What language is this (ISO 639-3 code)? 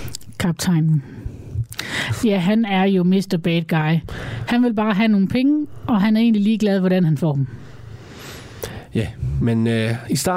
dan